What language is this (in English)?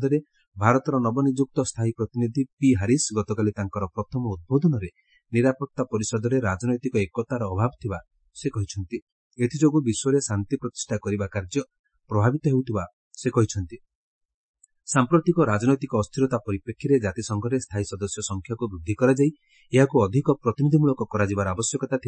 Odia